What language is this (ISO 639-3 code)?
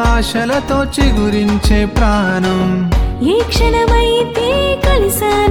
tel